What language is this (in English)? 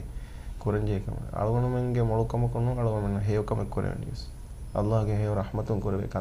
Divehi